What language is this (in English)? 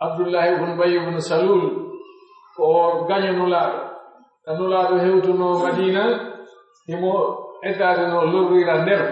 Pular